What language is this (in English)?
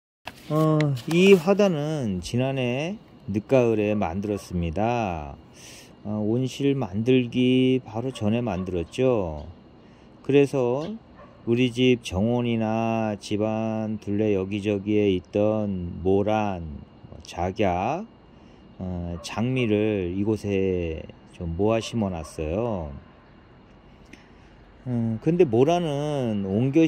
Korean